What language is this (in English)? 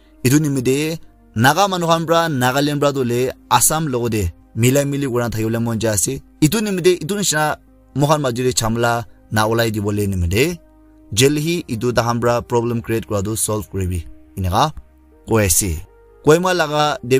Naga Pidgin